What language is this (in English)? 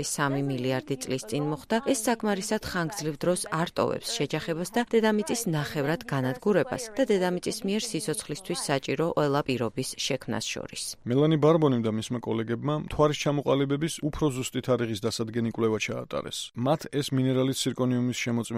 Georgian